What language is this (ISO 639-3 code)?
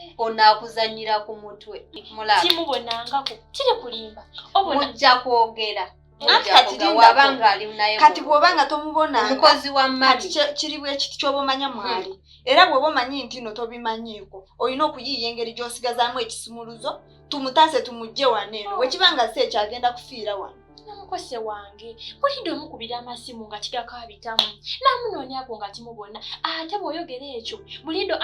lug